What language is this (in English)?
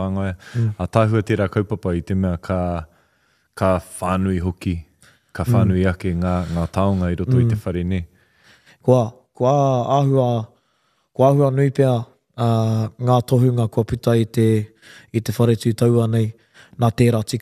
Māori